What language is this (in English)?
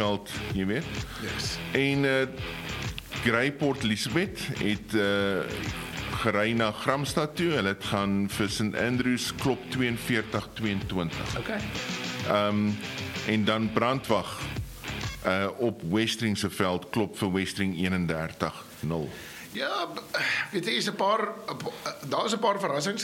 Afrikaans